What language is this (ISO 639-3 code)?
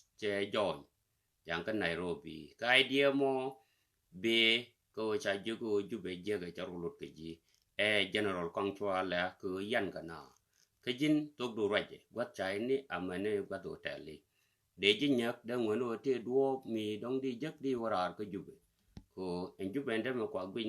nus